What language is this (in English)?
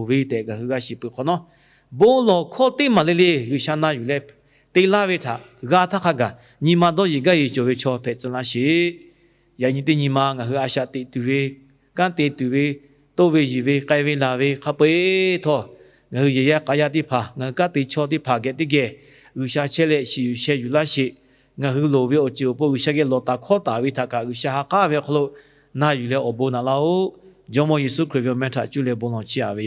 Lahu